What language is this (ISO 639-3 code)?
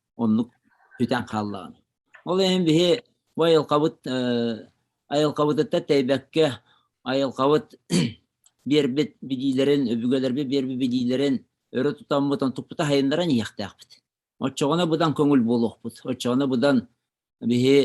sah